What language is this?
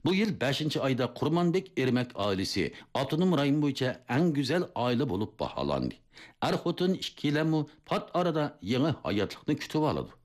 Uyghur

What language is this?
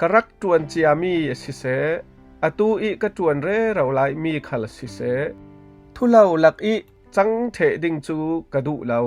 Falam Chin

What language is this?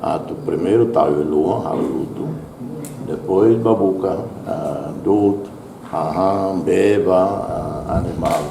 Tetum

